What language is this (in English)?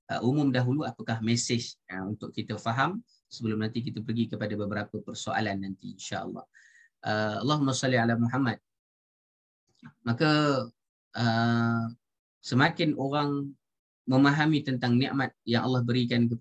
Malay